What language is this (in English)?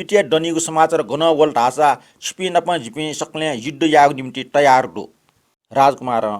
Newari